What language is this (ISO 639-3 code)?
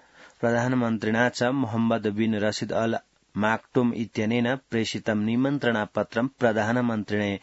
san